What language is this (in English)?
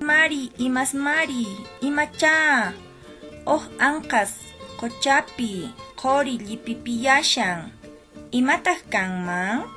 Quechua